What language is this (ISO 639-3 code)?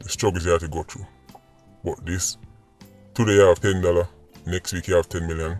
jam